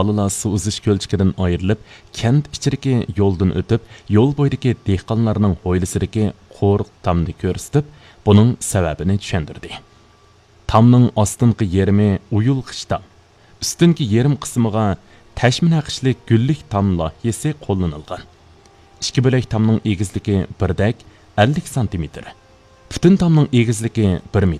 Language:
Uyghur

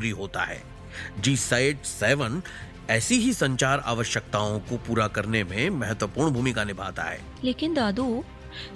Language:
Hindi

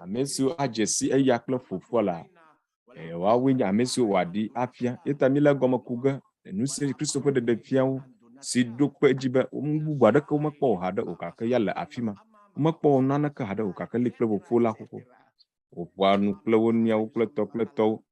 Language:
Ewe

